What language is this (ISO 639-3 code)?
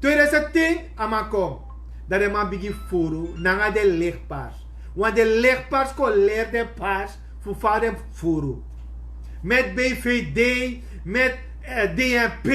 srn